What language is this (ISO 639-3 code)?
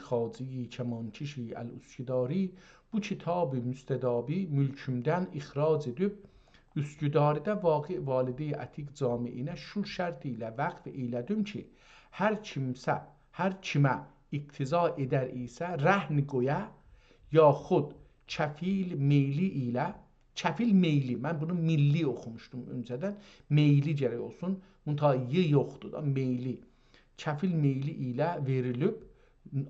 azb